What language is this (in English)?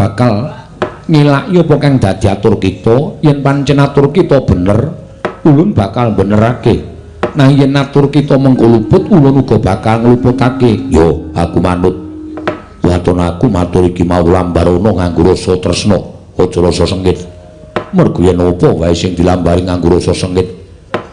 Javanese